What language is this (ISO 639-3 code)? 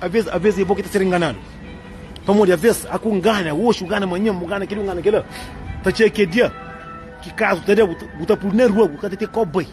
kea